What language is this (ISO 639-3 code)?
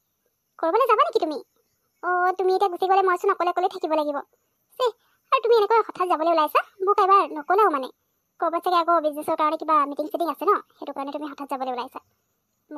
asm